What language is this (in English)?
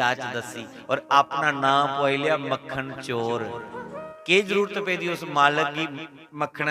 Dogri